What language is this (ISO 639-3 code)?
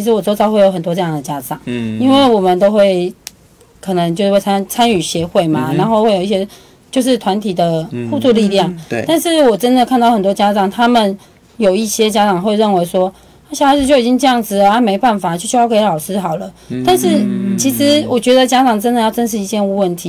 zho